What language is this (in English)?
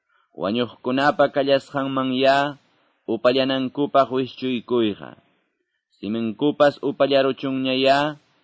Quechua